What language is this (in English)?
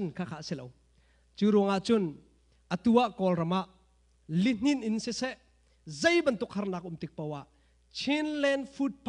Hakha Chin